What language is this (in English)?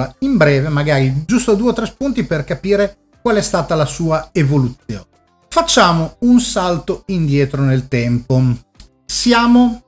Italian